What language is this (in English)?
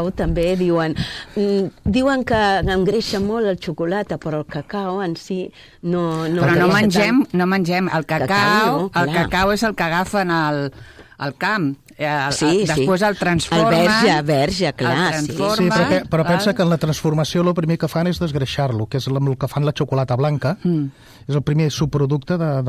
Catalan